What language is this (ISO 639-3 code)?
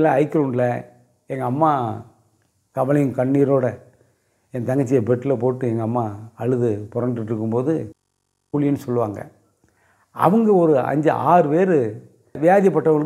tam